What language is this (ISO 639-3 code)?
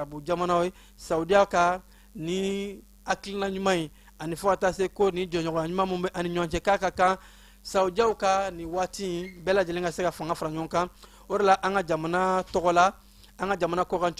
bam